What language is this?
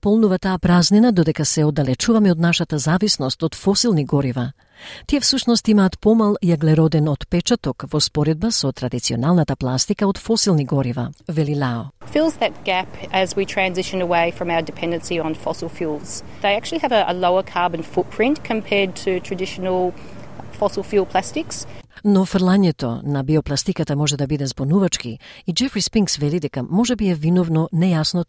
Macedonian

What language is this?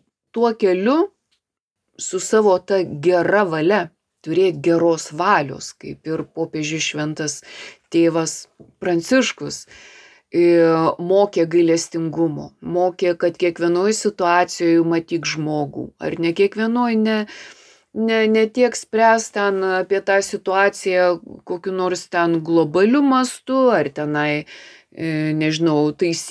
Lithuanian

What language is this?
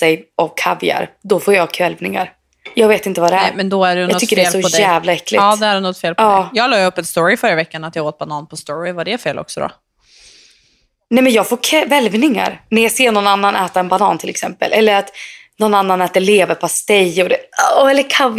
Swedish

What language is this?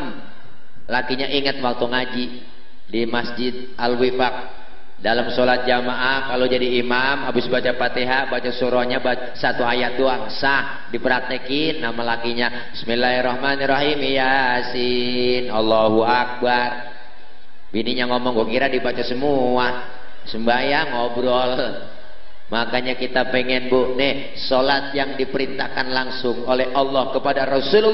Betawi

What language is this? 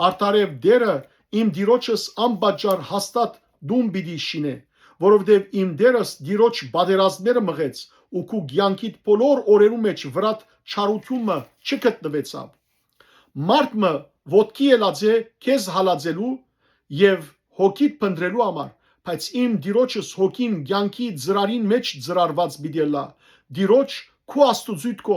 Western Armenian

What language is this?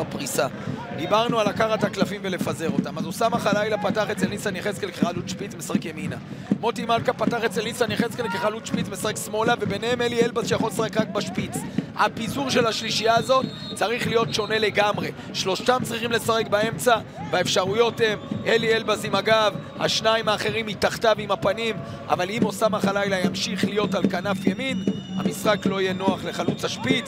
Hebrew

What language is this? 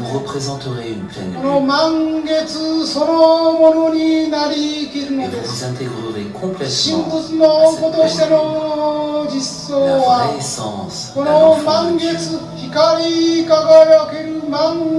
French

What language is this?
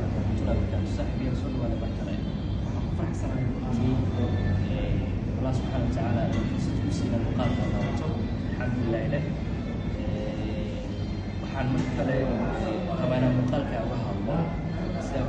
Somali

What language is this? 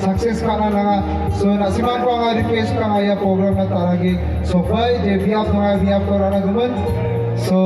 Garo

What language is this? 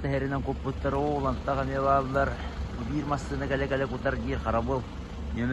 Yakut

